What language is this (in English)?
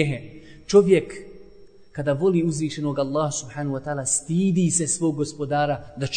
Bosnian